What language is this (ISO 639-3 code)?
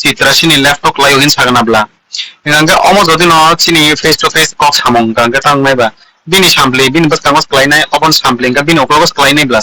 trp